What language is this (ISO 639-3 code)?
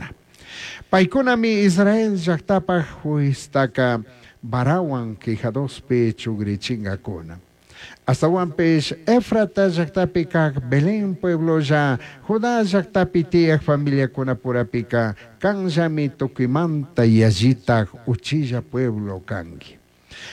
qug